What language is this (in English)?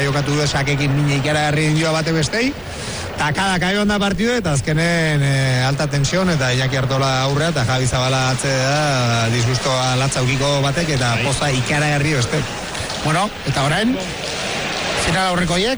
Basque